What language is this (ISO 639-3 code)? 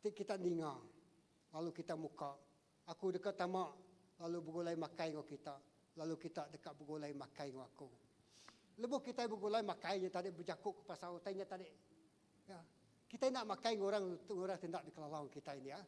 iba